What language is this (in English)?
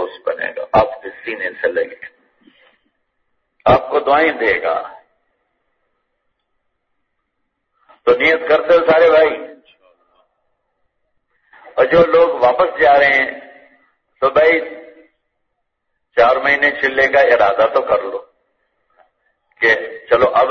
Urdu